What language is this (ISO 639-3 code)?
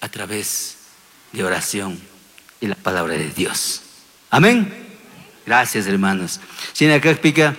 qug